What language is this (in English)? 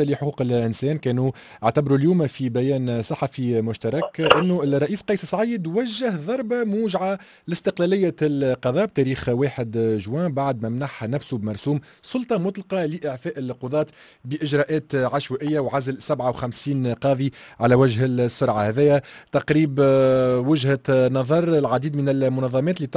Tunisian Arabic